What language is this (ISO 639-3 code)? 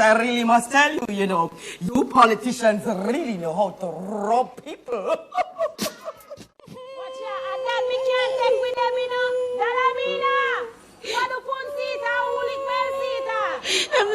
jam